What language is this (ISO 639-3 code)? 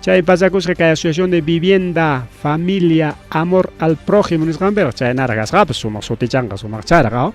quy